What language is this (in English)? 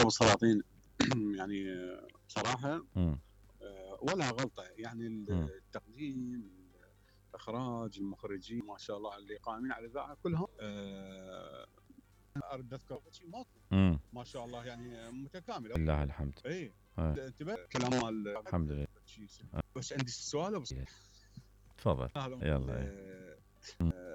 Mesopotamian Arabic